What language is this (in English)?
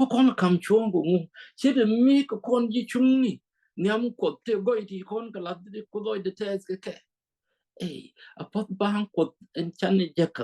Nuer